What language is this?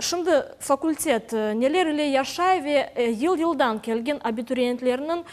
Crimean Tatar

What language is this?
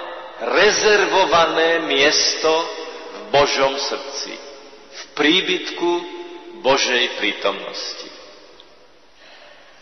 Slovak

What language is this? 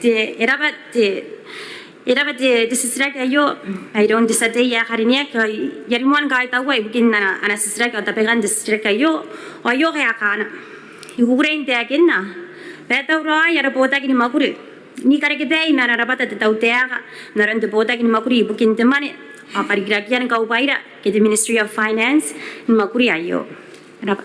Gilbertese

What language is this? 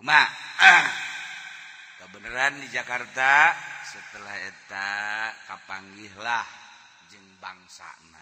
Sundanese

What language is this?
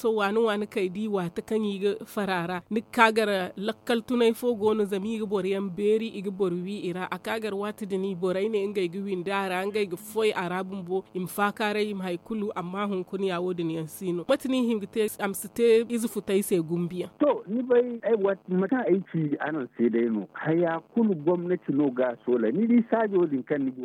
Zarma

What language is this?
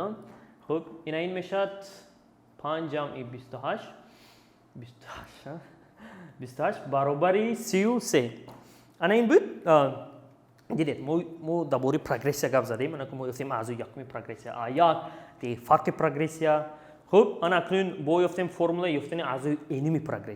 Tajik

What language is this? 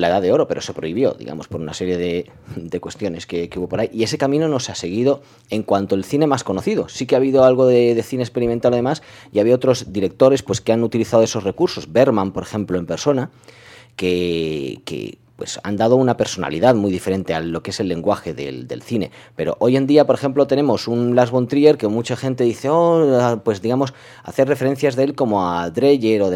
Spanish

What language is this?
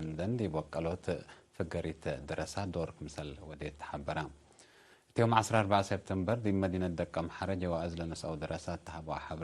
Tigre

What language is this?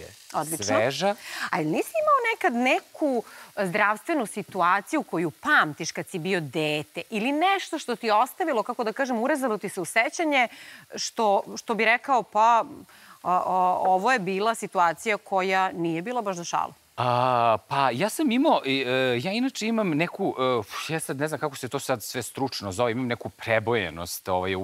Serbian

